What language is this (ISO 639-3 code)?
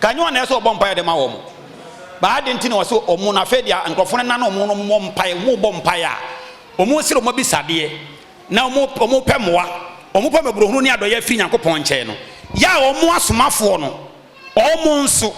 aka